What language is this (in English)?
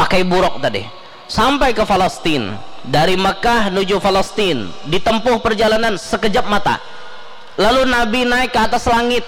Banjar